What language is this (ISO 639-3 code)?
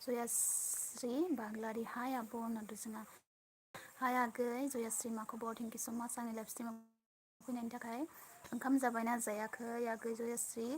brx